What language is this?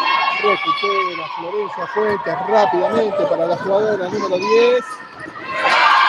Spanish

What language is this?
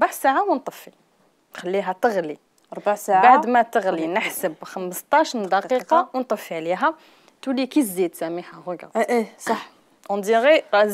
Algerian Arabic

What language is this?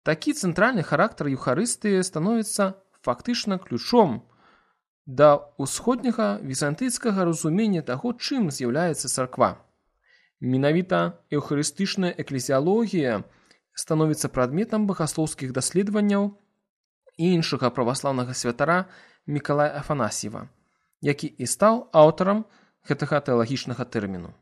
Belarusian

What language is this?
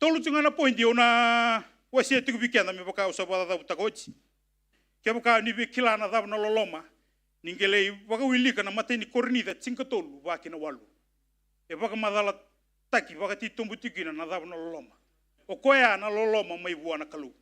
Fijian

